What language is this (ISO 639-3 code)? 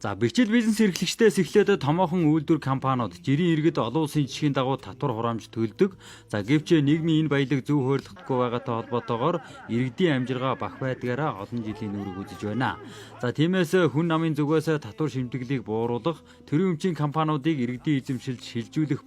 mon